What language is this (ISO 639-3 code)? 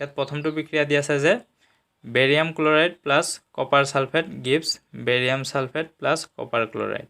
asm